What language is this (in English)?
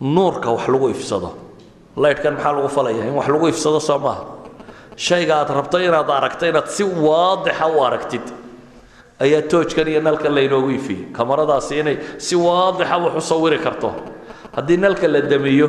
Somali